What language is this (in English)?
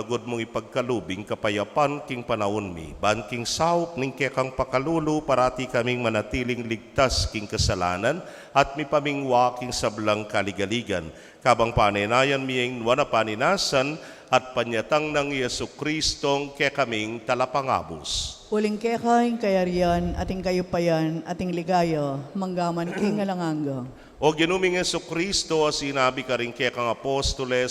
Pampanga